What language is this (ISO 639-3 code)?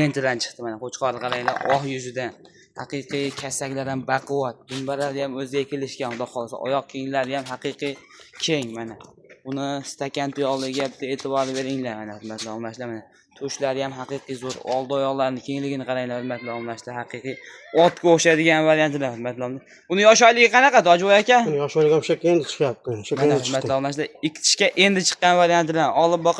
uzb